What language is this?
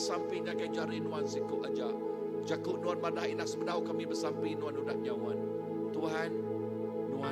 Iban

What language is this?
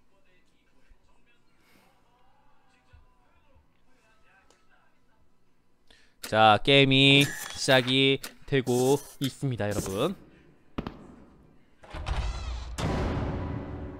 Korean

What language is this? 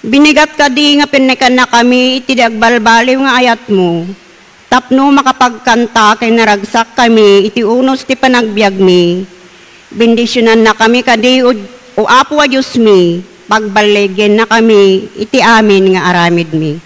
Iloko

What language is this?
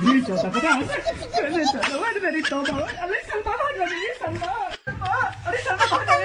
Saraiki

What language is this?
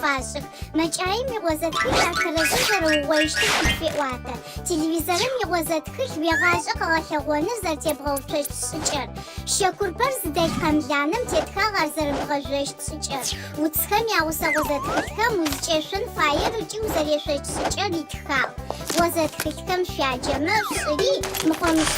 Adyghe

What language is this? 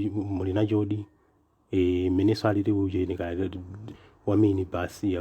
Nyanja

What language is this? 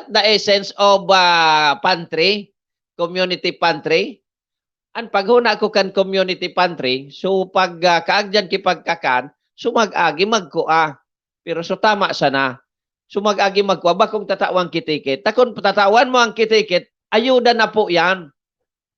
Bikol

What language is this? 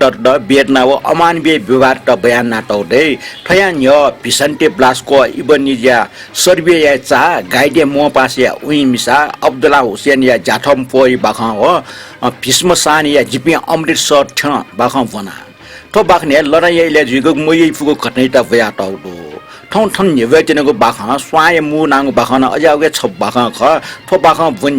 Newari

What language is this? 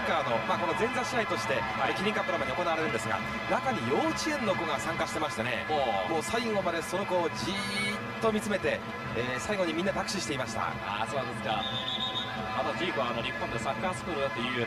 Japanese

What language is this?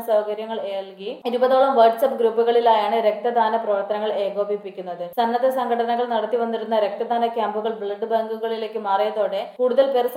Malayalam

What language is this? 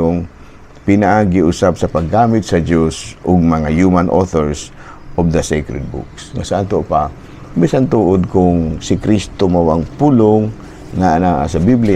Cebuano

